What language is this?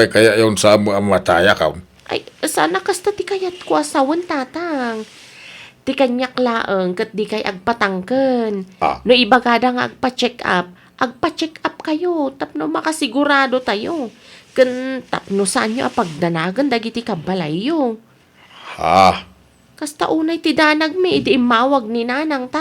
Iloko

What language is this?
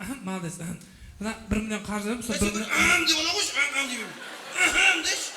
Kara-Kalpak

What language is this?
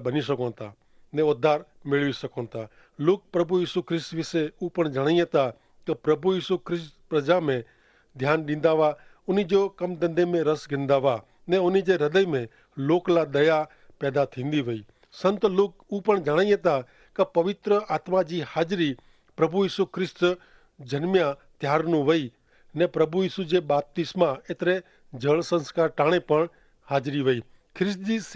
Kachhi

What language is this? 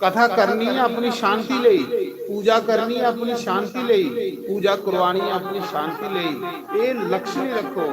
Dogri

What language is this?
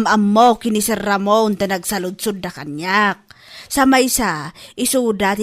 Iloko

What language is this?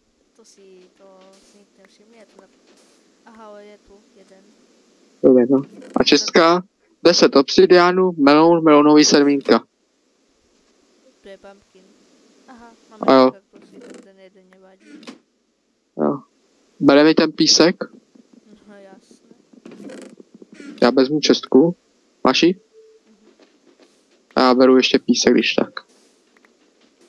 Czech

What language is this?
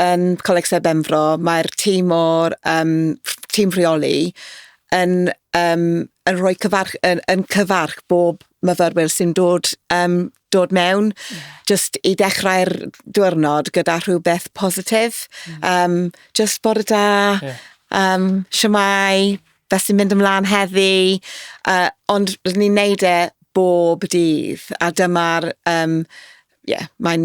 Welsh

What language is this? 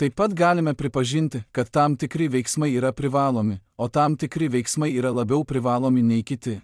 Lithuanian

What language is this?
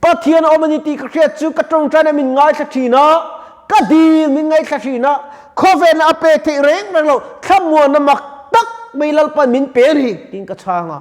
Mizo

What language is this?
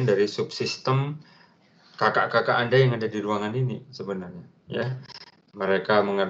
Indonesian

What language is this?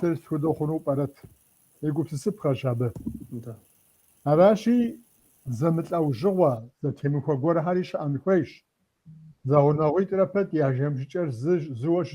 Kabardian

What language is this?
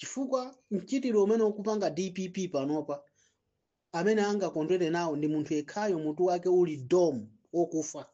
Nyanja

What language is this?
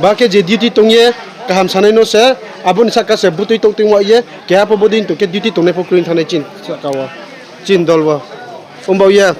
Riang (India)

